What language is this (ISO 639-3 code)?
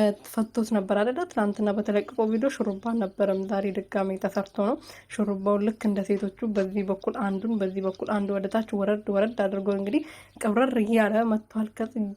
amh